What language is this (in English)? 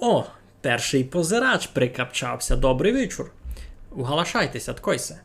Rusyn